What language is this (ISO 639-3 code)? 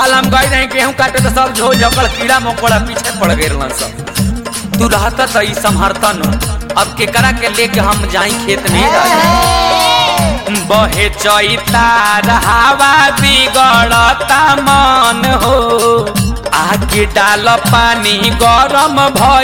bho